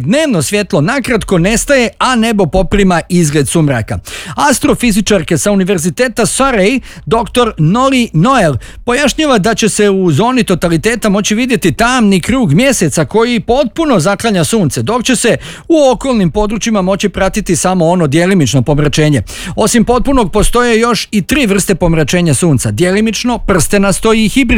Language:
Bosnian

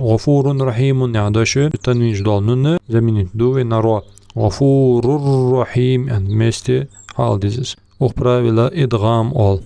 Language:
Ingush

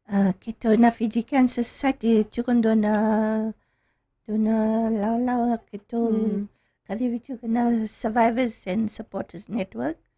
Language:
Fijian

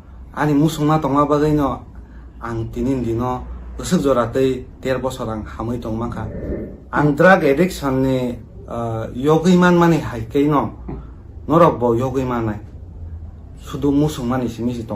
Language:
Kok Borok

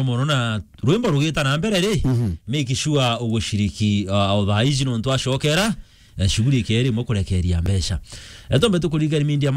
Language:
Meru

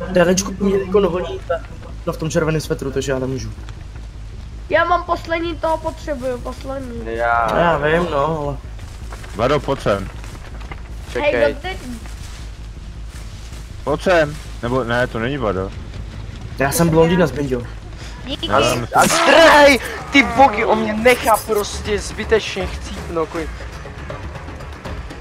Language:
Czech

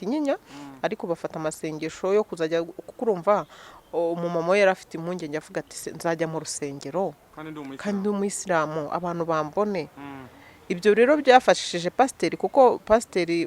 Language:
Kinyarwanda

